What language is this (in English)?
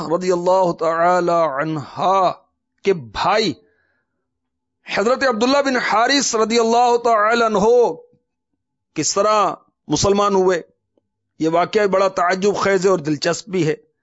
Urdu